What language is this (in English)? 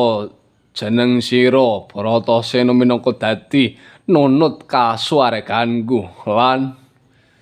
Javanese